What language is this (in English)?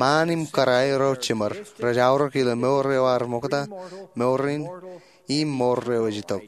Marshallese